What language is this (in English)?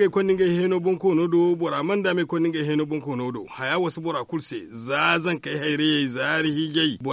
Zarma